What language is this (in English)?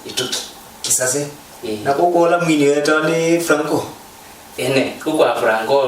Kamba